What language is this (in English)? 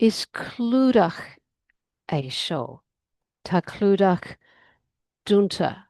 Irish